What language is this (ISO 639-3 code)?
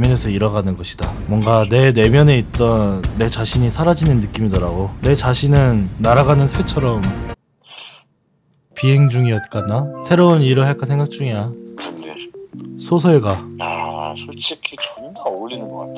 kor